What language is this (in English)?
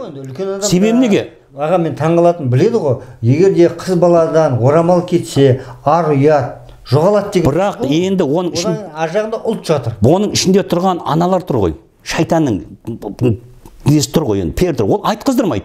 Kazakh